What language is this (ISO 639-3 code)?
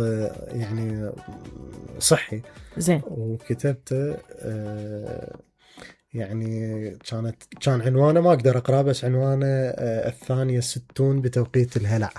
acm